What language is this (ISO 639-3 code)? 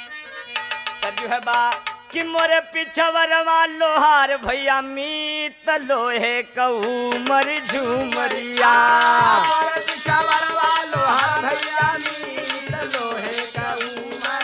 bho